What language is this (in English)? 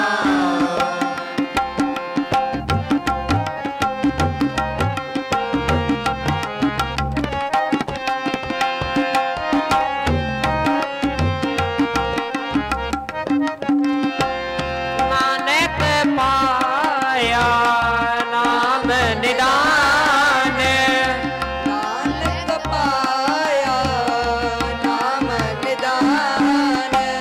Punjabi